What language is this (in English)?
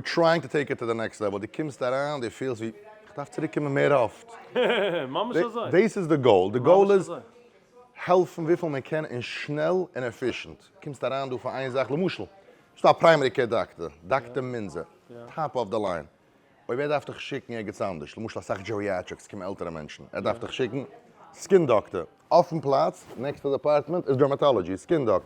Yiddish